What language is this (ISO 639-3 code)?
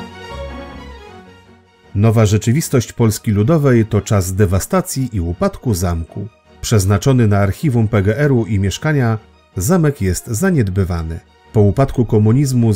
pol